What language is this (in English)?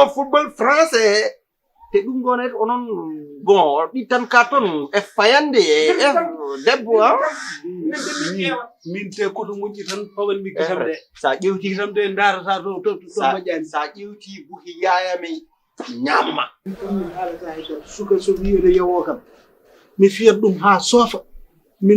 Fula